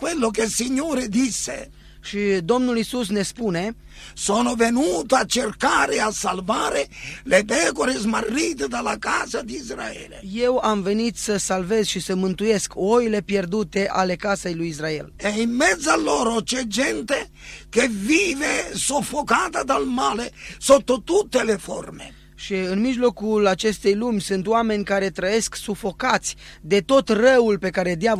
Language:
Romanian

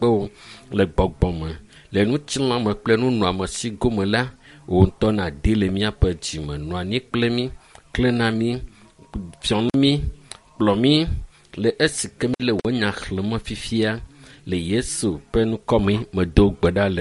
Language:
Ewe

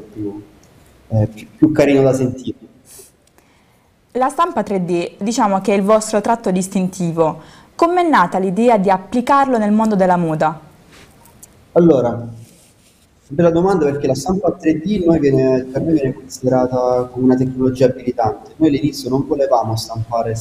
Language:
Italian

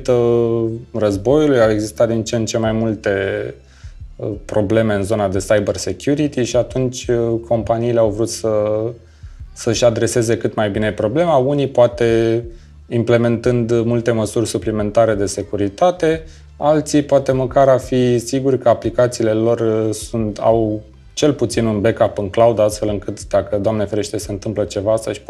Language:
Romanian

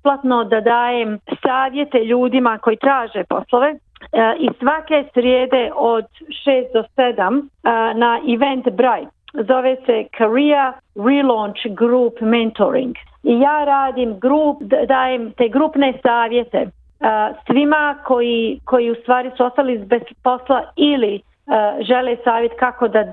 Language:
Bosnian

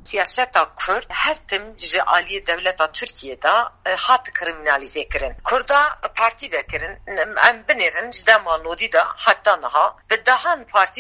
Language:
Kurdish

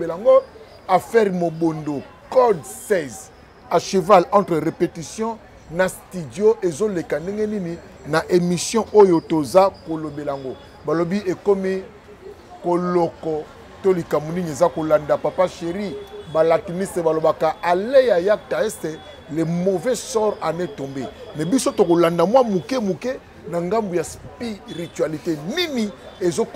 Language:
Lingala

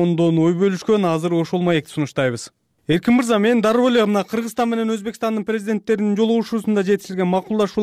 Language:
Kyrgyz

